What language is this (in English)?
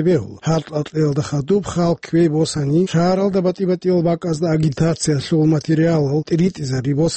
Avaric